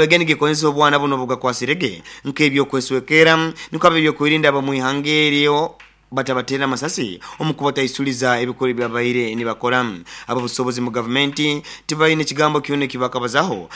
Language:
Nyoro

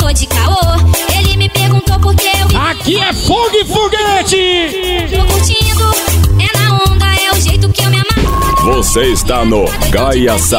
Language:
Portuguese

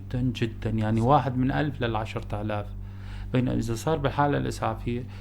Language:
North Levantine Arabic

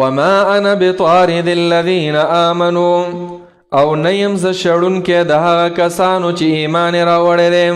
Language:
Pashto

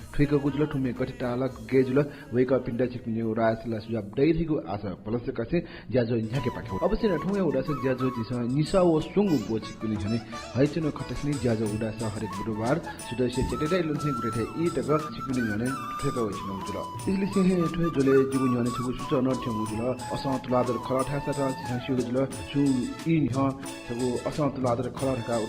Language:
Newari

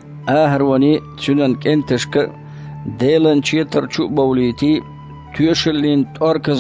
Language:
Chechen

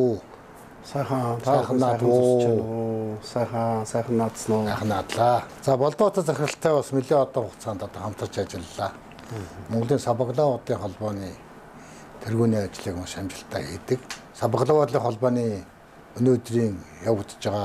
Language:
Mongolian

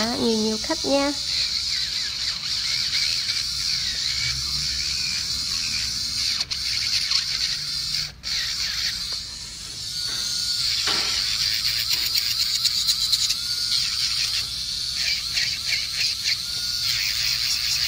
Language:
Vietnamese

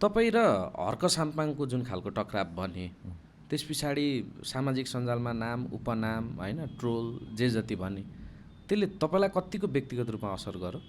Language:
Nepali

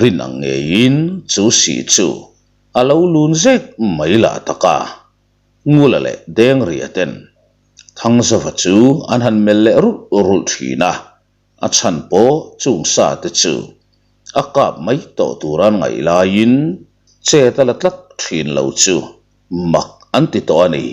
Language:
Mizo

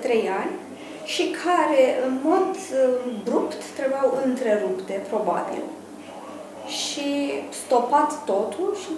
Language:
Romanian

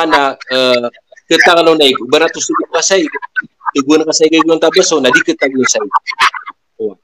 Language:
Maranao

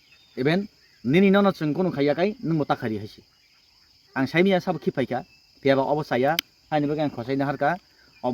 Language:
Kok Borok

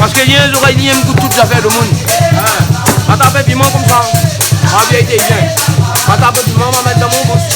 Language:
Réunion Creole French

